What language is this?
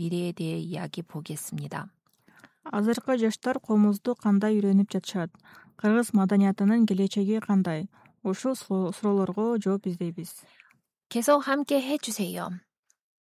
Kyrgyz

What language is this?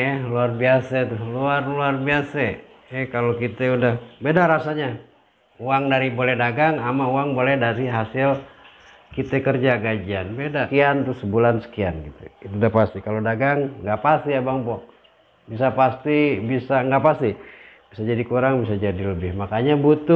Betawi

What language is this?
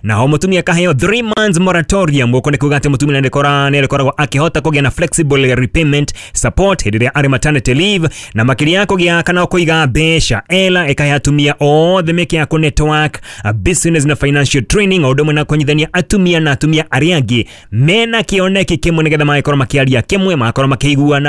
Kikuyu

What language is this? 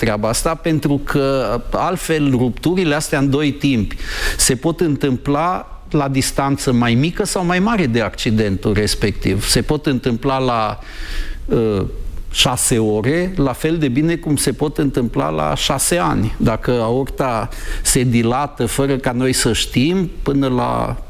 Romanian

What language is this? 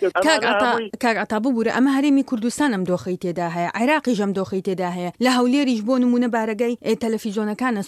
Central Kurdish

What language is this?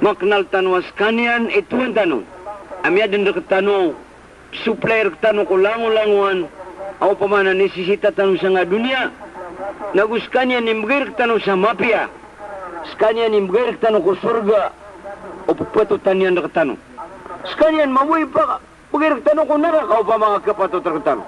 Maranao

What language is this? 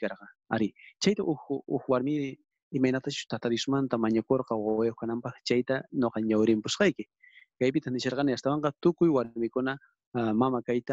South Bolivian Quechua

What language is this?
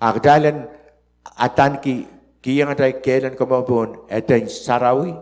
Pohnpeian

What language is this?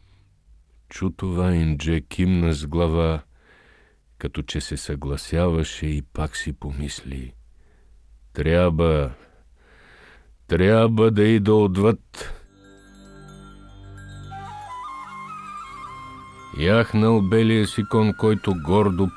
Bulgarian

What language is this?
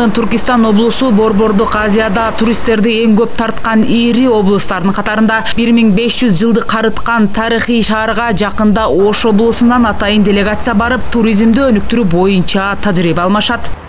Kyrgyz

